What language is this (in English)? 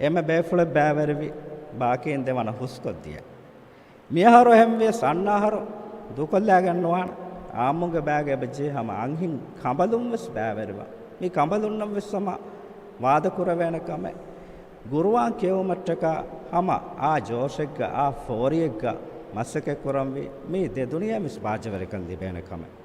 Divehi